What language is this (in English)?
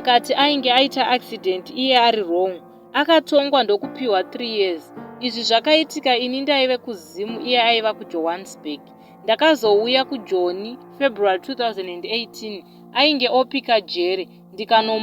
Shona